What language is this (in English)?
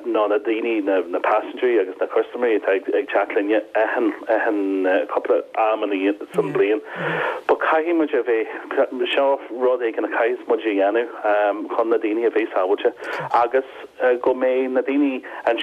Irish